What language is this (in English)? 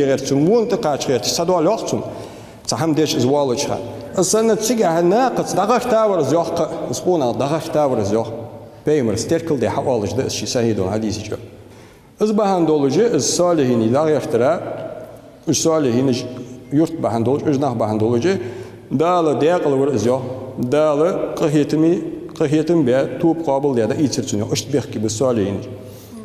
Ingush